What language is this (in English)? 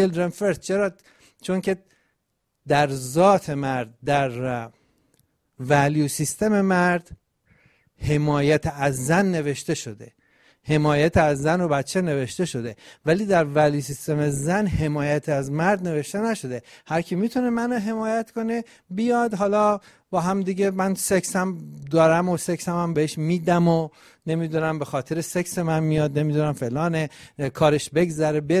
Persian